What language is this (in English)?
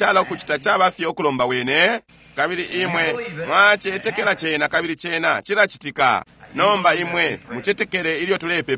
Bemba